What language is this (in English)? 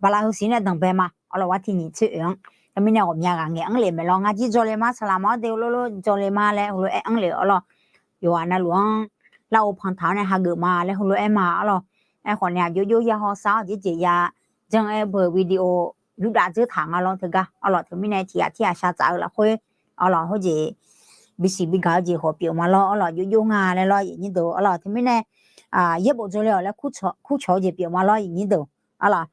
Akha